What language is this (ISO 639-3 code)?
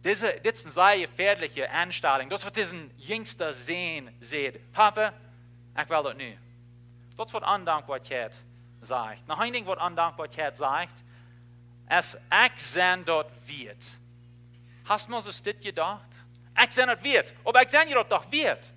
pdt